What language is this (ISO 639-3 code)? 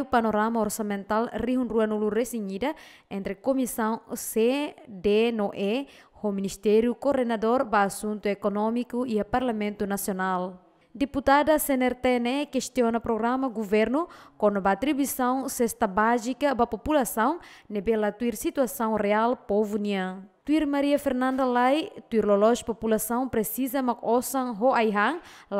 tet